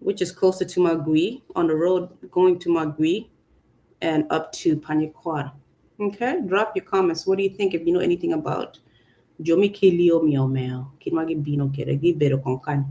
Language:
Acoli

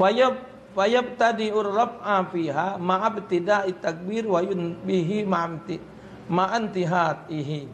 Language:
Musi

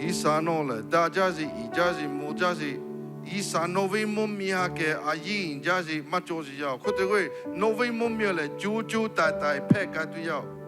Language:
Lahu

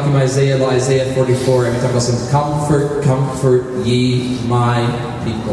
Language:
Tok Pisin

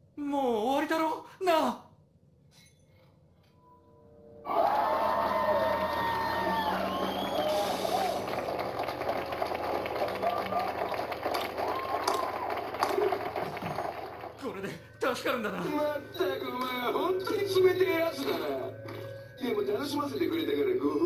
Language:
Japanese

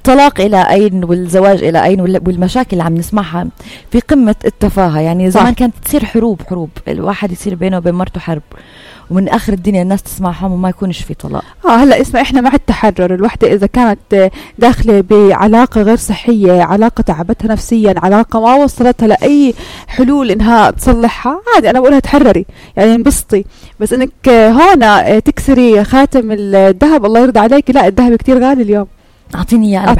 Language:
North Levantine Arabic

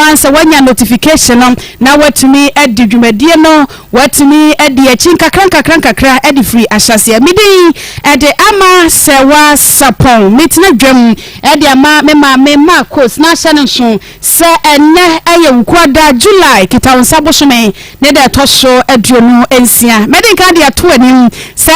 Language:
Akan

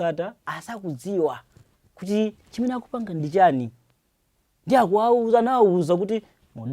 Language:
Nyanja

